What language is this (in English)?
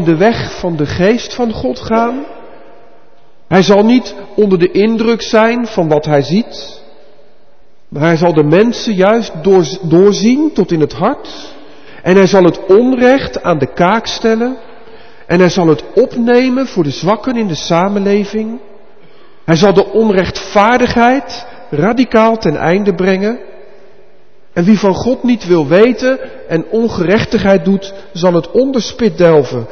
Dutch